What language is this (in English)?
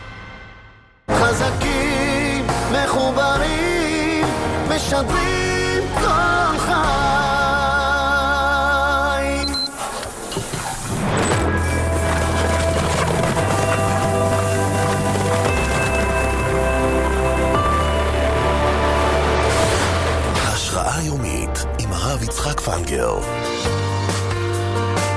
Hebrew